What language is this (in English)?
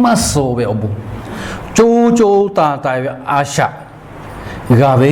Lahu